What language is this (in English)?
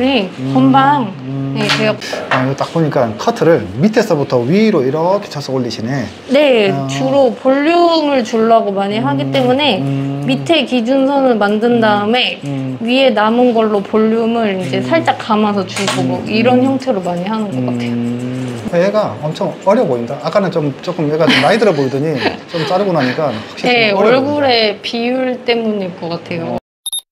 Korean